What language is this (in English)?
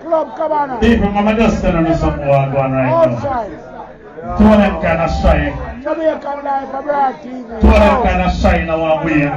Jamaican Creole English